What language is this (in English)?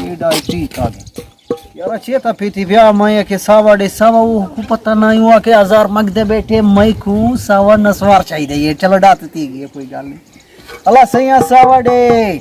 Saraiki